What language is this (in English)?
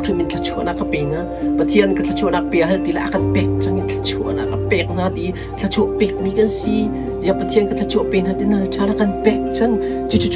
Hakha Chin